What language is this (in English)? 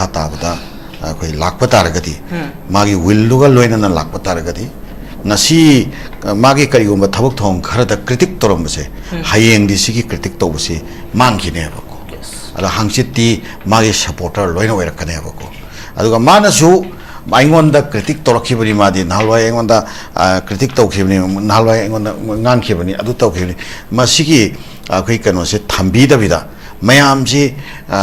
Manipuri